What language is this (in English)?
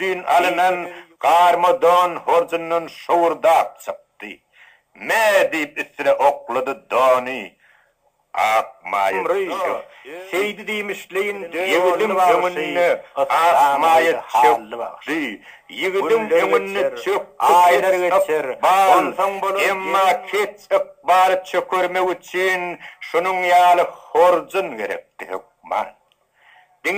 Turkmen